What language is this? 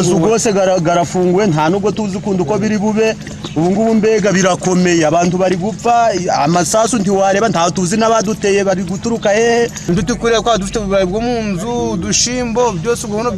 Nyankole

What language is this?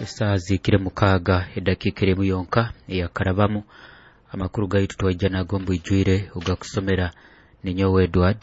Nyoro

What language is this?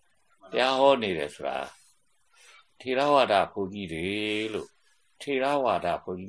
Burmese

